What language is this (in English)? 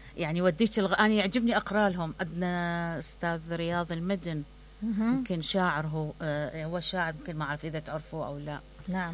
Mesopotamian Arabic